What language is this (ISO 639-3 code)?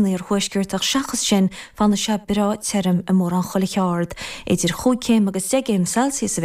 gle